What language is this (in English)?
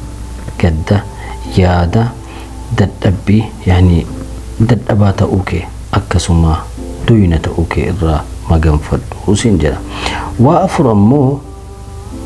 Oromo